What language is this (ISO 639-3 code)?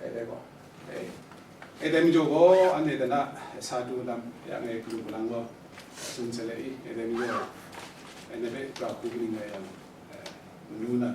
kac